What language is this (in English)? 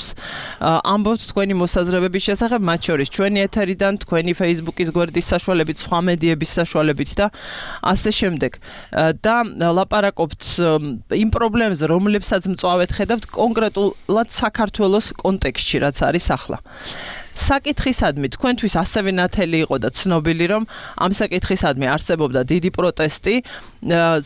Georgian